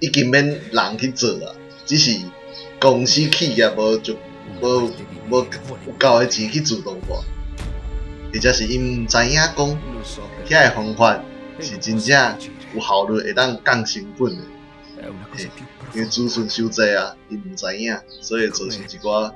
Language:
Min Nan Chinese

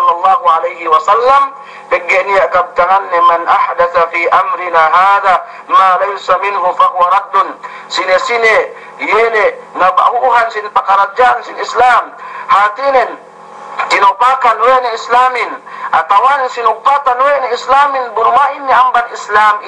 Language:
Yakan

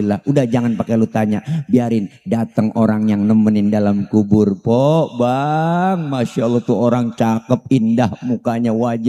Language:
Betawi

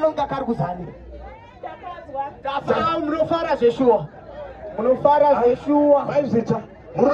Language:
Shona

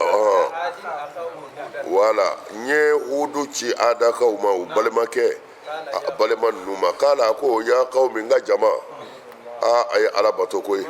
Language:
Bambara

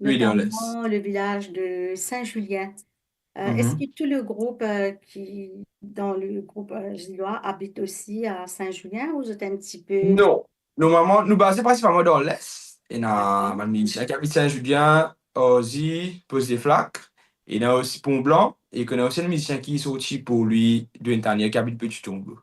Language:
Morisyen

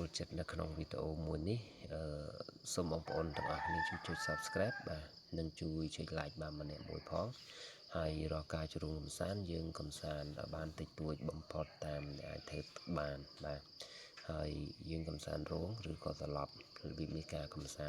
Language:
Khmer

